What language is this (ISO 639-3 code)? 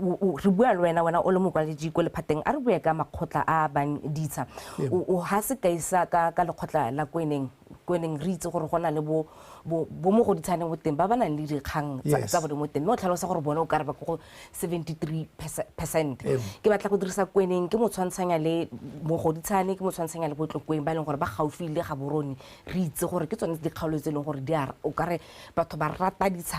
tsn